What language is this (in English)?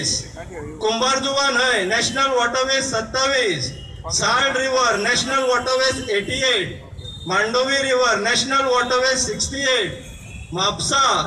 Konkani